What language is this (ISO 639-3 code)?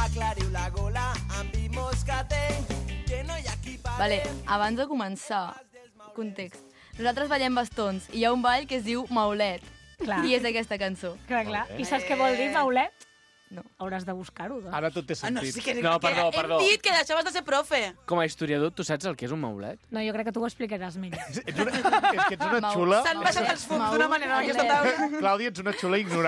cat